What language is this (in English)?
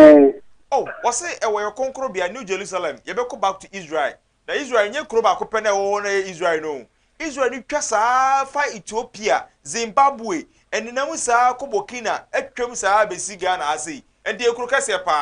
Akan